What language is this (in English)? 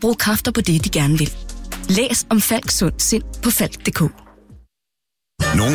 Danish